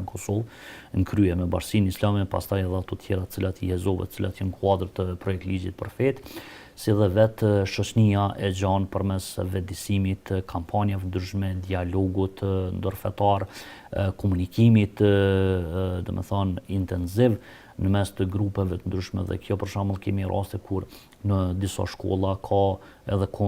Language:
Albanian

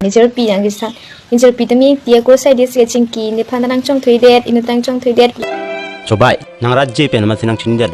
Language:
Karbi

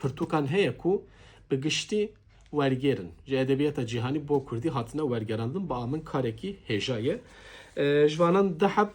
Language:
Kurdish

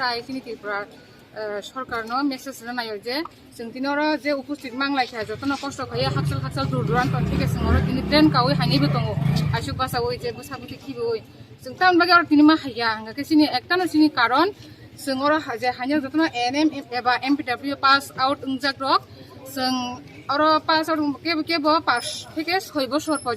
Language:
Riang (India)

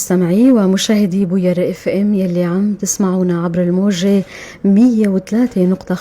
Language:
North Levantine Arabic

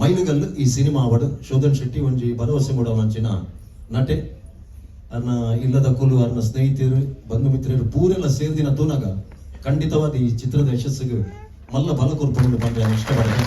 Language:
Tulu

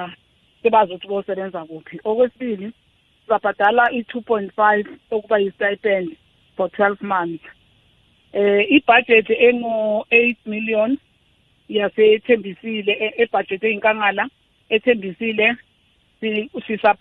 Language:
South Ndebele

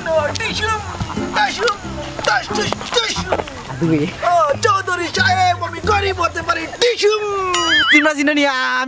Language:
Sylheti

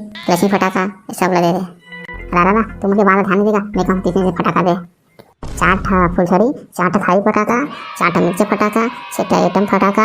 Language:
Chhattisgarhi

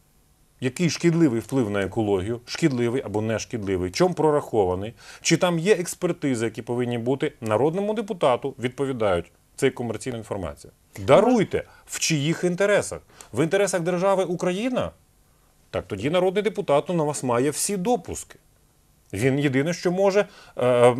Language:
Ukrainian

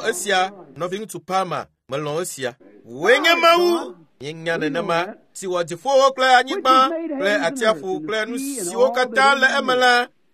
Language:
Ewe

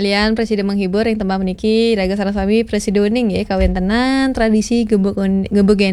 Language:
Balinese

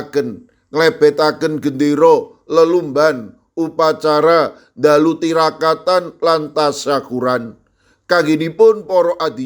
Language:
Javanese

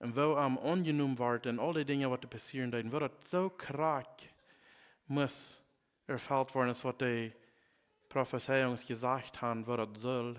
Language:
Plautdietsch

